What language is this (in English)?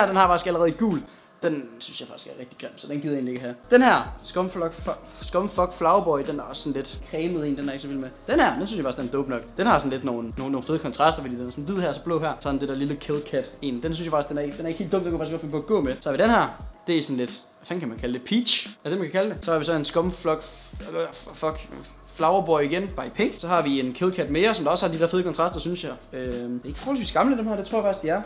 Danish